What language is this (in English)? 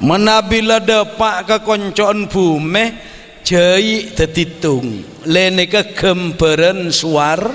Madurese